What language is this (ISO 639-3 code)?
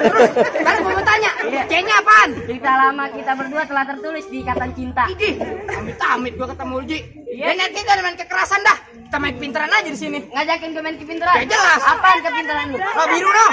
bew